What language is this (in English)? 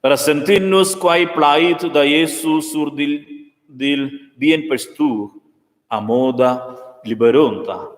Romansh